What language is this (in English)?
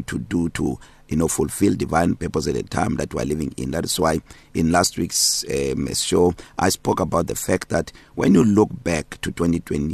English